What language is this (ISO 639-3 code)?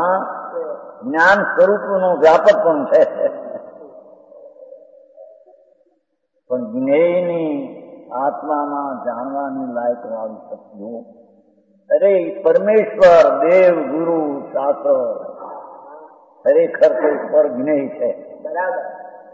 guj